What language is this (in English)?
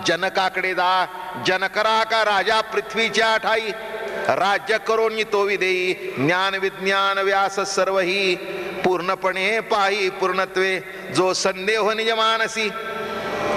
Marathi